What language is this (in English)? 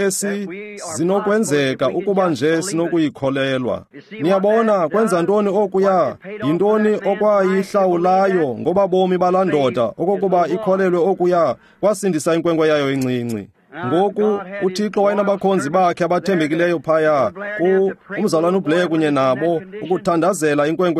Xhosa